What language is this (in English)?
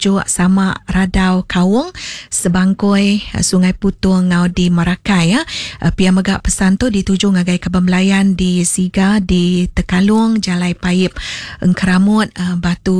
Iban